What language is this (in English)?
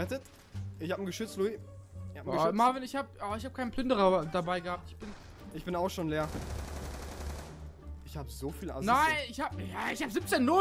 German